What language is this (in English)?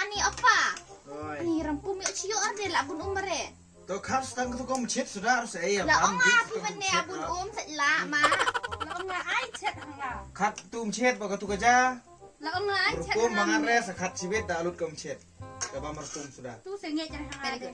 Khasi